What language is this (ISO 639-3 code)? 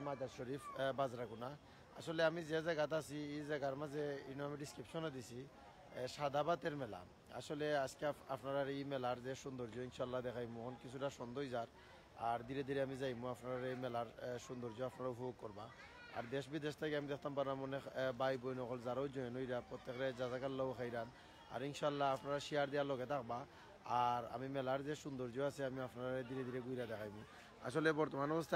syl